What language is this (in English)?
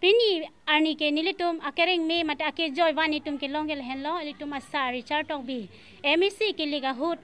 Karbi